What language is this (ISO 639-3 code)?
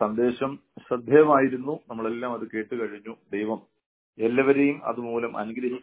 mal